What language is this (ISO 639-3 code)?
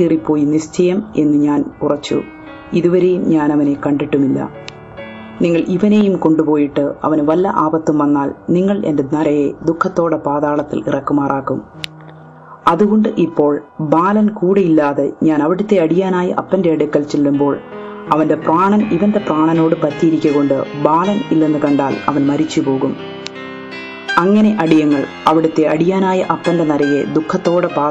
mal